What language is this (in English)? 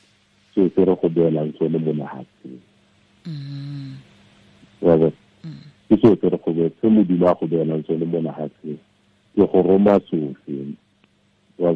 Tswana